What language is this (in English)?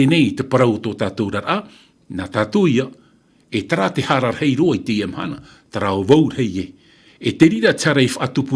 Tahitian